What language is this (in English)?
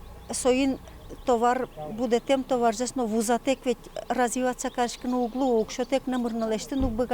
Udmurt